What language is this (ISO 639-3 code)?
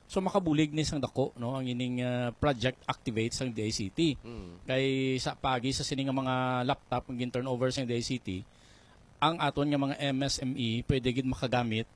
hil